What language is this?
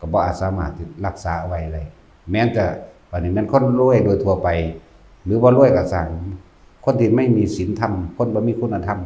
Northeastern Thai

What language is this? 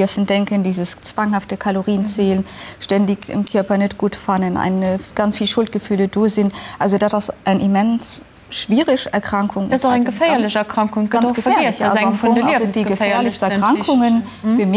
Luxembourgish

